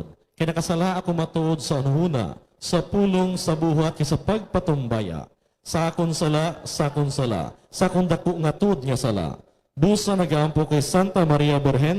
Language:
Hiligaynon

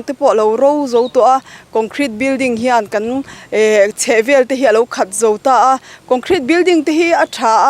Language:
Mizo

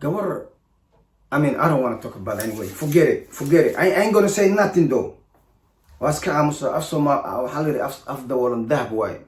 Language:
Somali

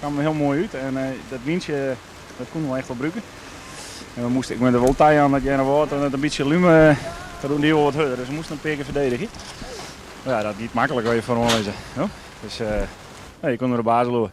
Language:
Western Frisian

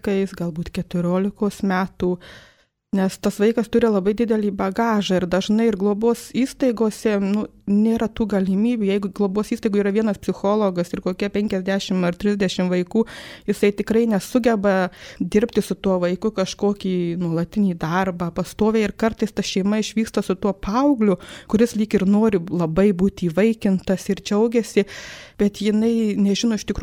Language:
Lithuanian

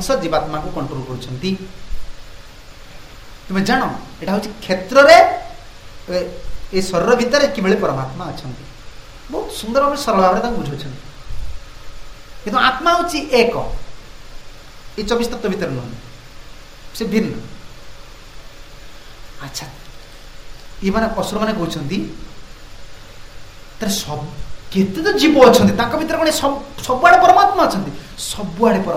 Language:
Odia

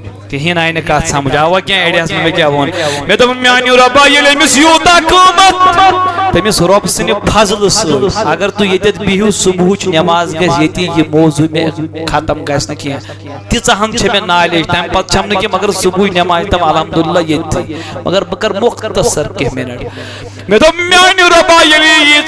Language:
Kashmiri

